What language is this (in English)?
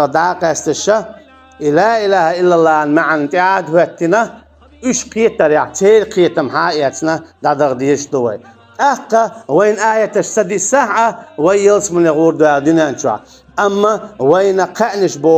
Chechen